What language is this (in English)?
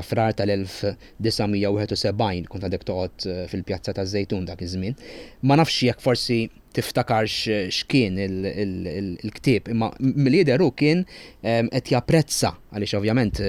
Maltese